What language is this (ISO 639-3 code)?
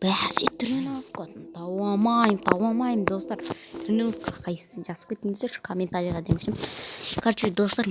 kaz